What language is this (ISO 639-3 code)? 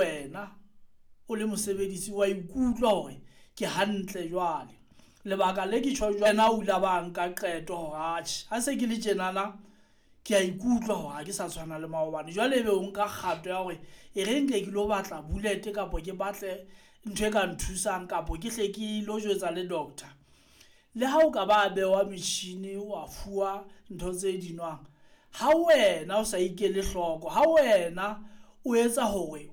sot